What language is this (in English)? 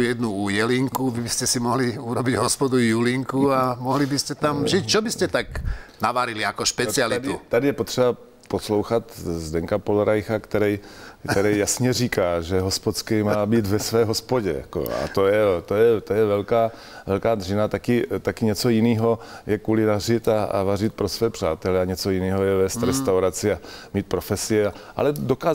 Czech